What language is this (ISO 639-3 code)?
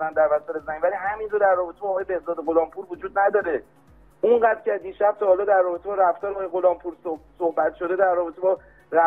fas